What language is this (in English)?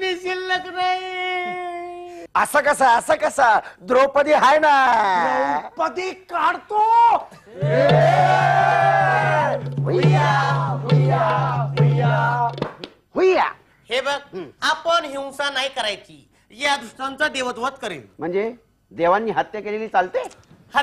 Marathi